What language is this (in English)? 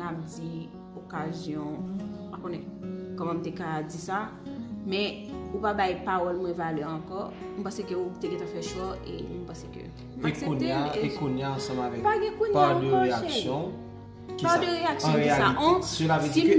Haitian Creole